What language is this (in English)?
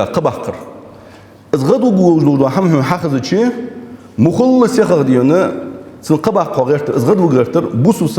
Ingush